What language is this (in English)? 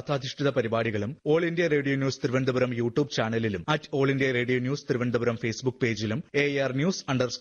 Malayalam